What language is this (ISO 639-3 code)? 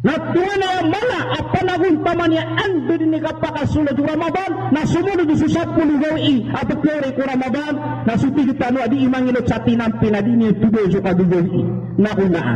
mrw